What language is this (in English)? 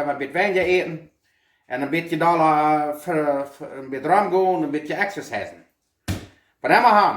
Plautdietsch